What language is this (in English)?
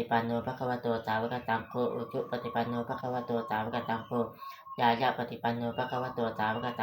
Pali